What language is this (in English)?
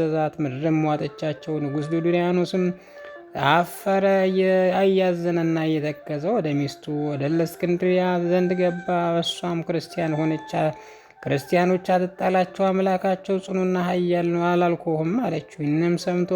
Amharic